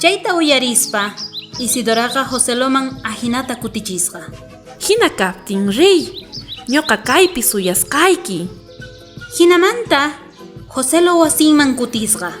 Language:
South Bolivian Quechua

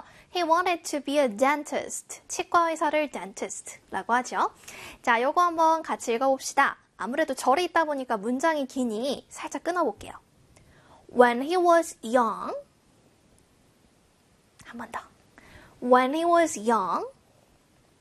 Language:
Korean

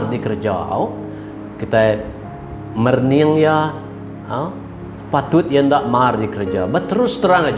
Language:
Iban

